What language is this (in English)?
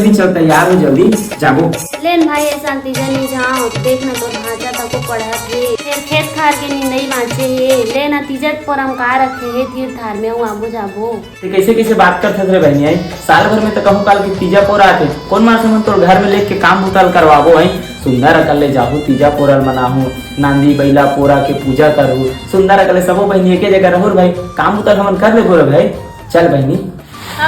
Chhattisgarhi